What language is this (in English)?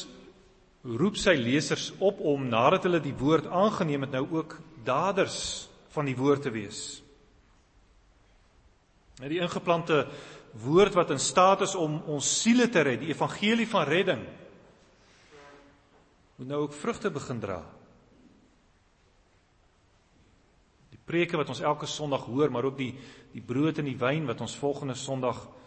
Afrikaans